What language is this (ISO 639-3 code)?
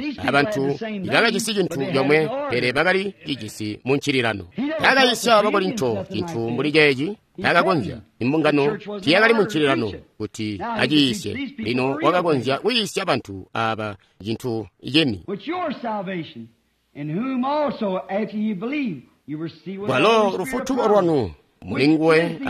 toi